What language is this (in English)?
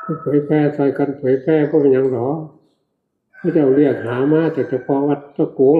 Northeastern Thai